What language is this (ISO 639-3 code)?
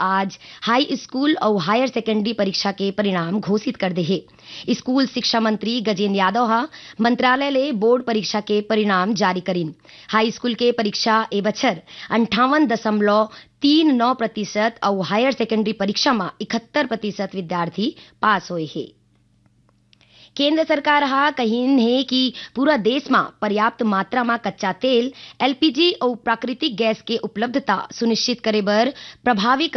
hne